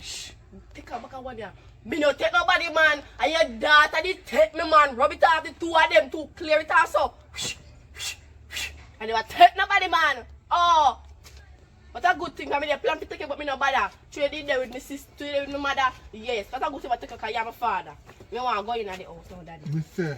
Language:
Jamaican Creole English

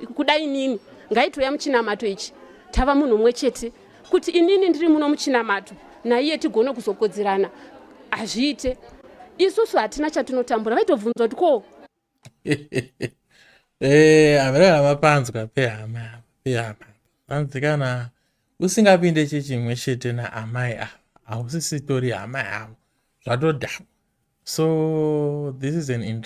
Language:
Shona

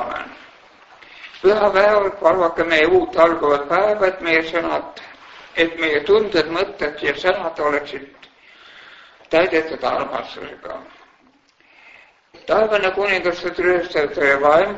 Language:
Estonian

